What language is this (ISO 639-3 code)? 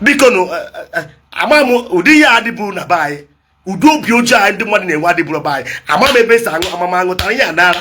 ibo